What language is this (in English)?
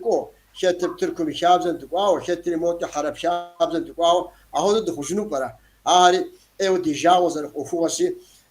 Kabardian